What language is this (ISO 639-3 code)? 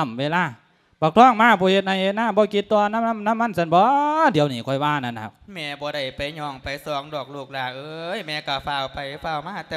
lao